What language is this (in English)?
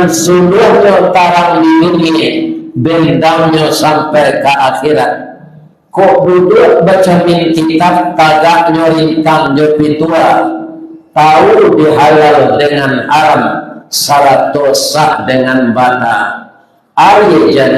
Minangkabau